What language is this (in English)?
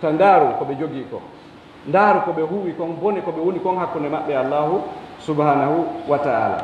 Pular